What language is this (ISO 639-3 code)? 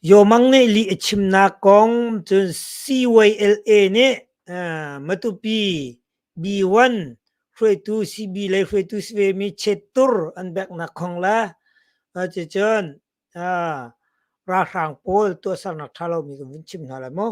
cnh